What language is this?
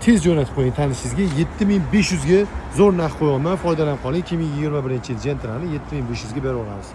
Uzbek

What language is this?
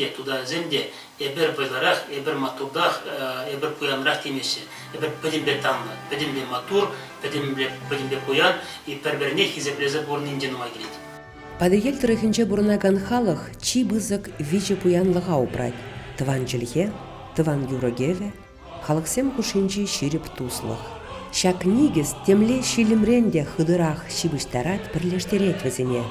Chuvash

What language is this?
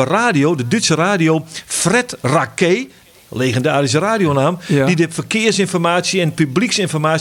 Western Frisian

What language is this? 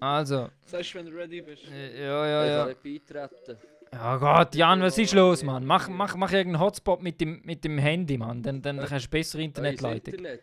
Swiss German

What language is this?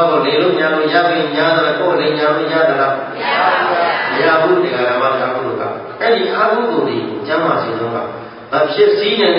Burmese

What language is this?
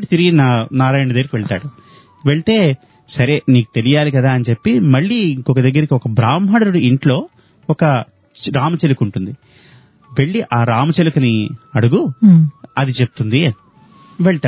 Telugu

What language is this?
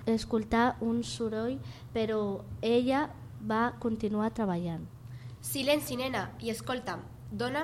Catalan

